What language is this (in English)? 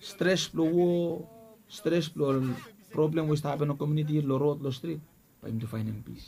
Bislama